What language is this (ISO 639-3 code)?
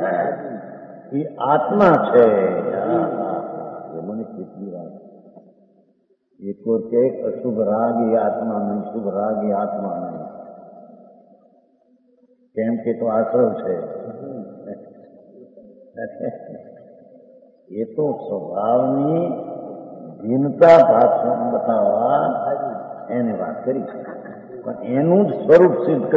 guj